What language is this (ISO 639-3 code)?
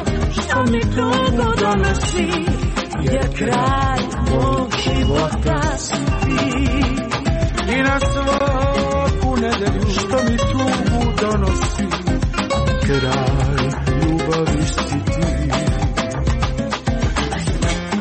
hrv